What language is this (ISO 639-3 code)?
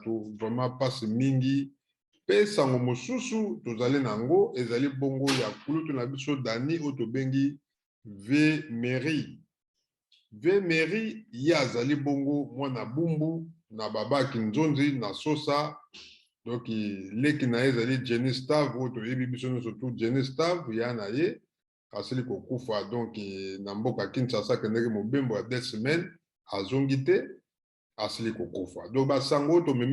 lin